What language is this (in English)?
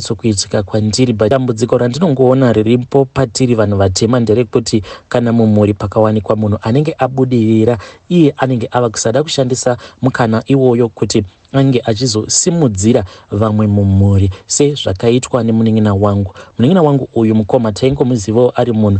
Shona